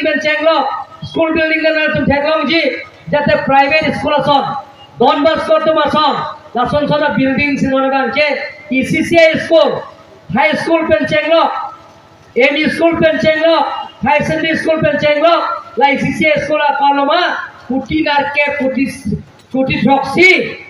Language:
Karbi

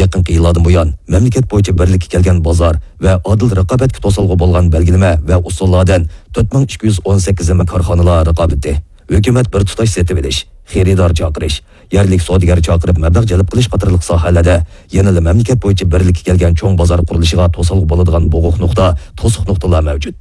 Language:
Uyghur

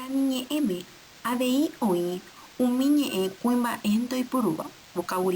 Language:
Guarani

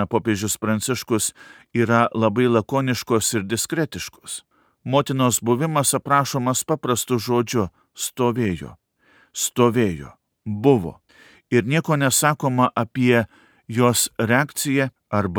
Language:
Lithuanian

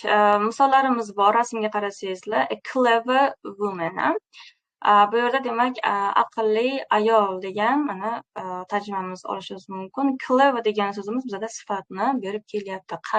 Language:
Uzbek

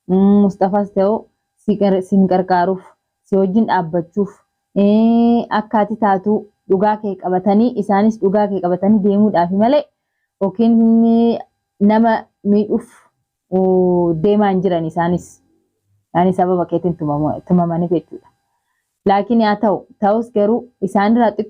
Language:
Oromo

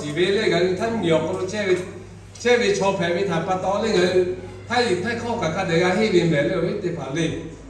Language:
Lahu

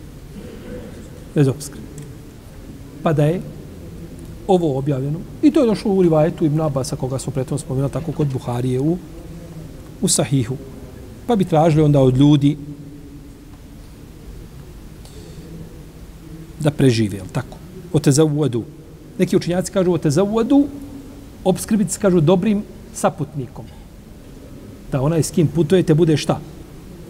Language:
Bosnian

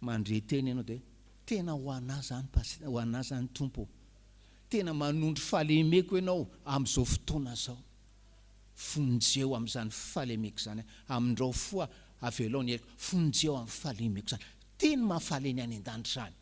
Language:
Malagasy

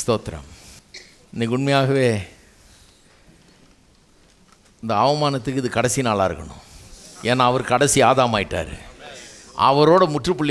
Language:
Tamil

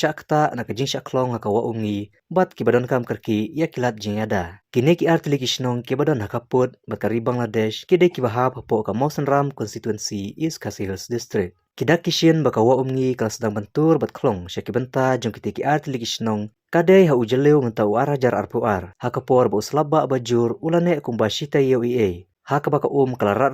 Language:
Khasi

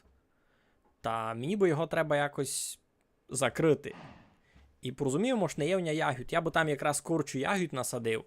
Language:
Rusyn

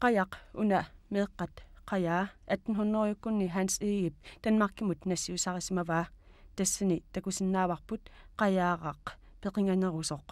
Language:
Kalaallisut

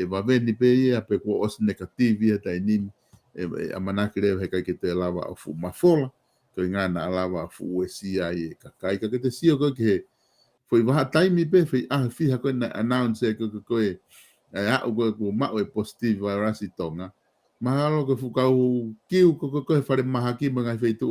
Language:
Tongan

